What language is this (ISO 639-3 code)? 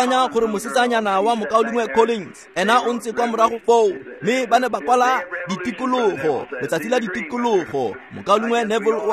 tsn